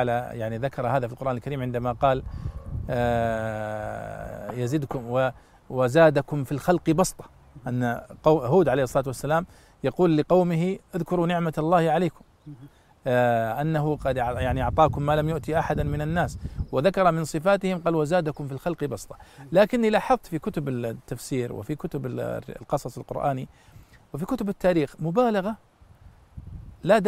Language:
Arabic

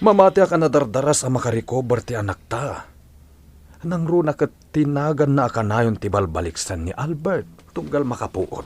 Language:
Iloko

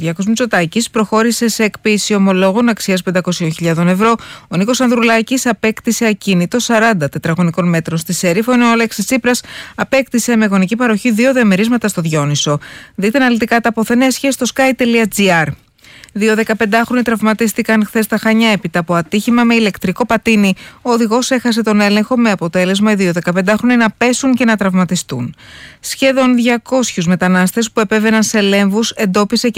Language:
Greek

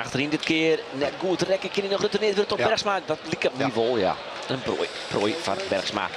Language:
Western Frisian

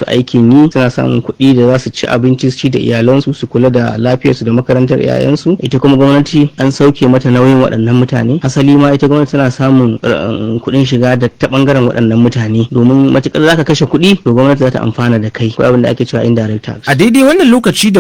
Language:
Hausa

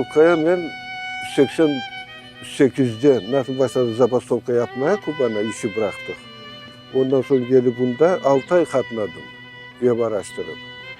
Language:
Crimean Tatar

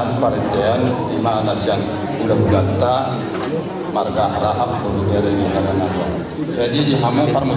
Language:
Batak Toba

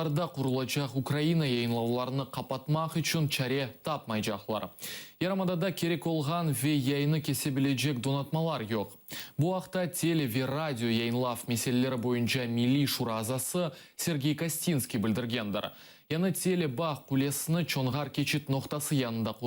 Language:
Crimean Tatar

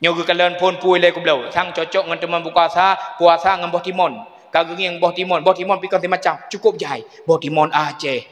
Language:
Achinese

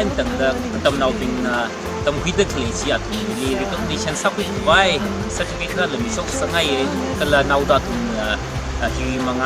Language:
Tangkhul Naga (India)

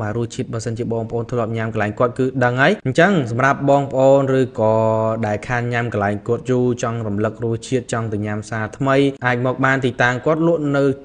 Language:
Khmer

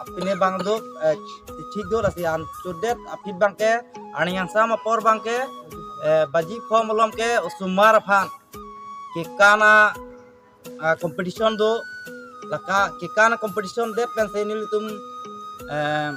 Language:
Karbi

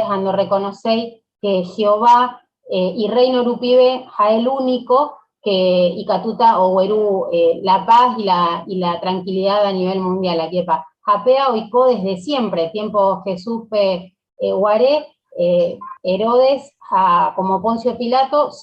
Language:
Guarani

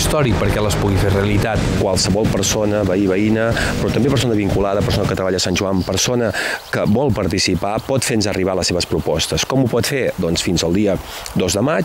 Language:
Catalan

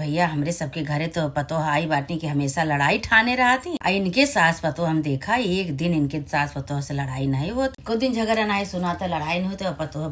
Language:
Awadhi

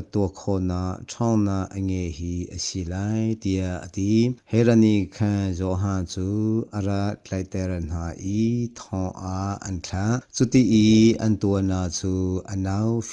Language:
Hakha Chin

